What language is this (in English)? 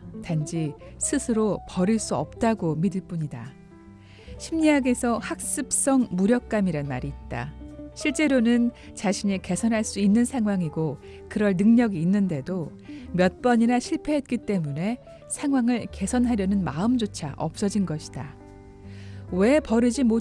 Korean